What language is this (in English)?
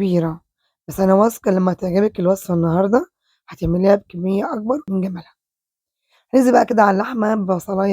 Egyptian Arabic